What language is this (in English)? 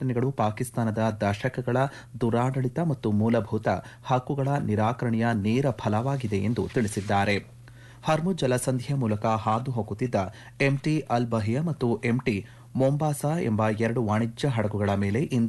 Kannada